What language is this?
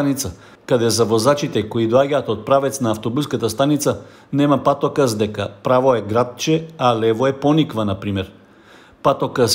Macedonian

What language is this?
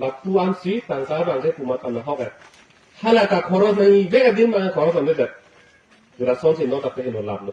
Karbi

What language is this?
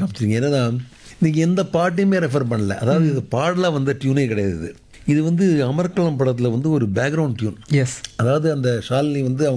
Tamil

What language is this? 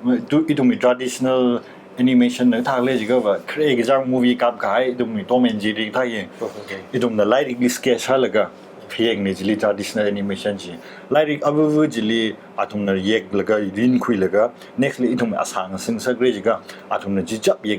Tangkhul Naga (India)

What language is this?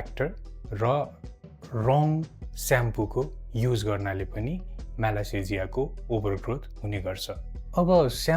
Nepali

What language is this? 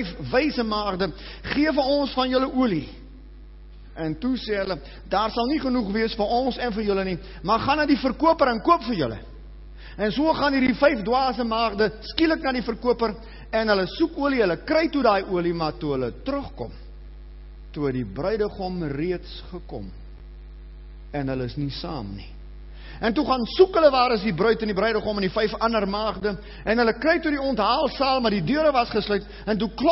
Afrikaans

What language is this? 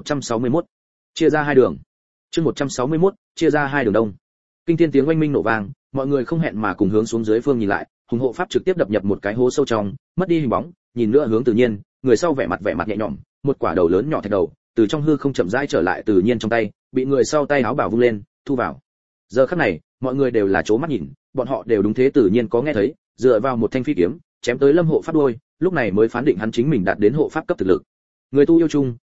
Vietnamese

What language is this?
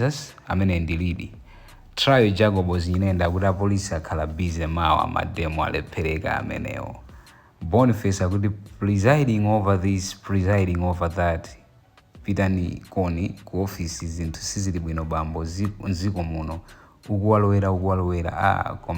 Nyanja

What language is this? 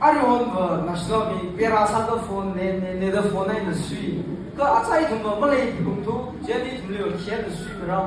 Tangkhul Naga (India)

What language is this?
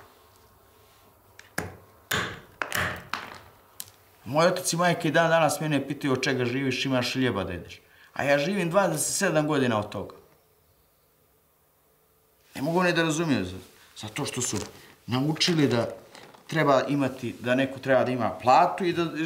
Serbian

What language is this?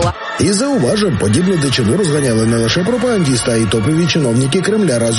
Ukrainian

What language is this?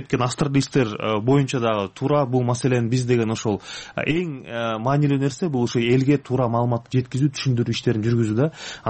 Kyrgyz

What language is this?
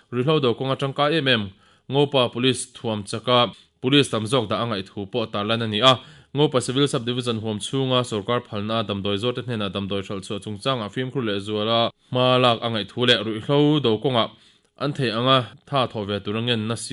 Mizo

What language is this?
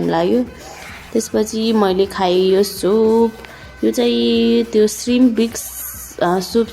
Nepali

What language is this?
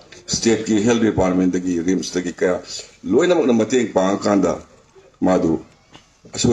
Manipuri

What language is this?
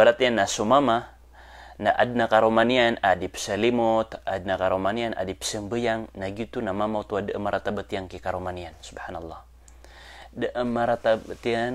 Maranao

